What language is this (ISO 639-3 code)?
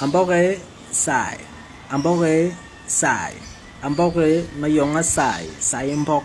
bas